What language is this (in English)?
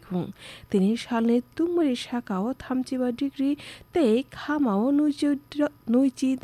Kok Borok